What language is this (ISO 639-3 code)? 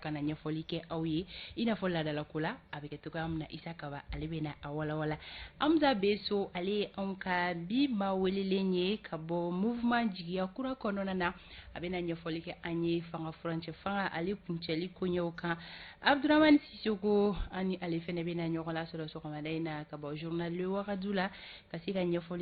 bam